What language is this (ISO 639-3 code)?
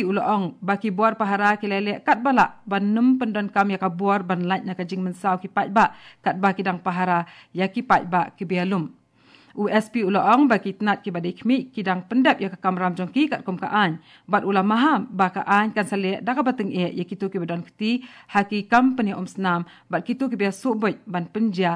kha